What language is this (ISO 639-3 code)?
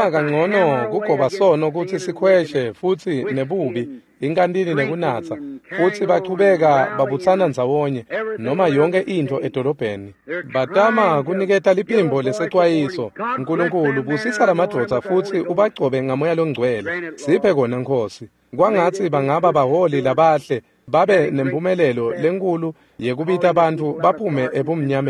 ssw